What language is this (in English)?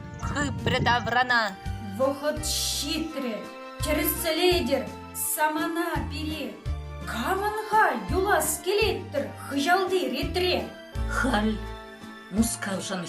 Chuvash